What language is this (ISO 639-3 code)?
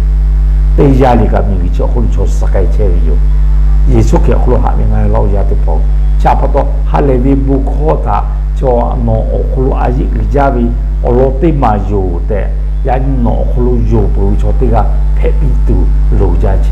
lhu